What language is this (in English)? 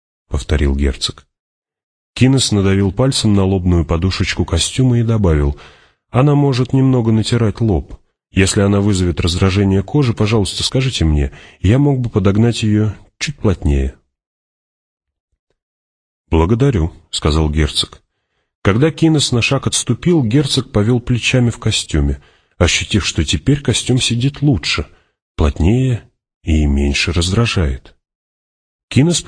Russian